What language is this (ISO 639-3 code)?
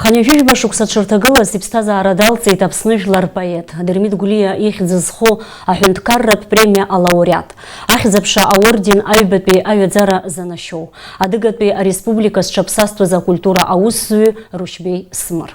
abk